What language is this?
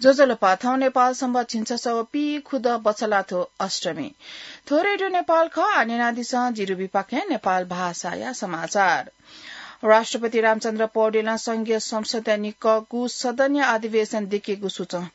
Newari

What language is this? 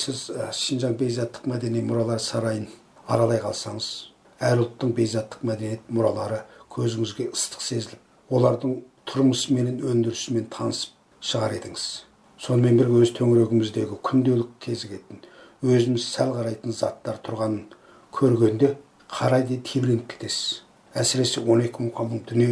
Kazakh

